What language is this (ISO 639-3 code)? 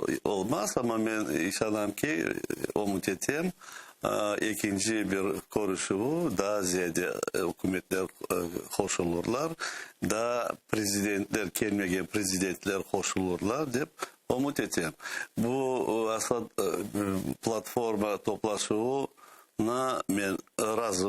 crh